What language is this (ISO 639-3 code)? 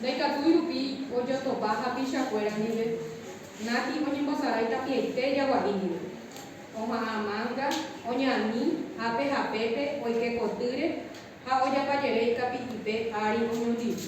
grn